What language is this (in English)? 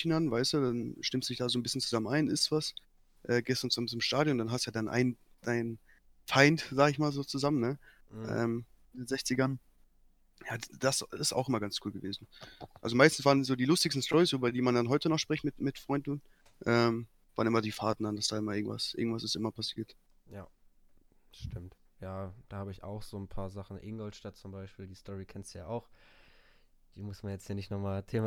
German